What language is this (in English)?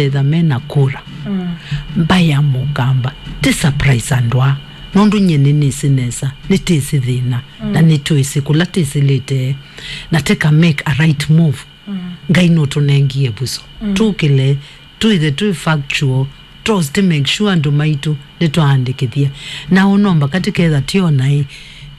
Kamba